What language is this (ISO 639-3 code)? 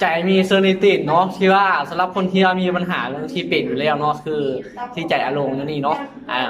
lao